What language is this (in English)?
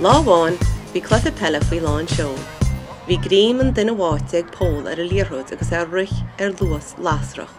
Irish